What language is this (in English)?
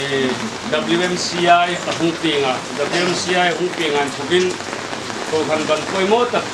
Hmar